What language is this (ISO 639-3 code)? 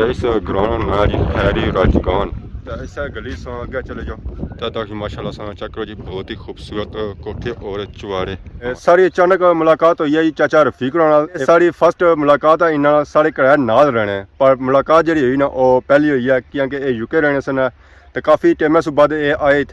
phr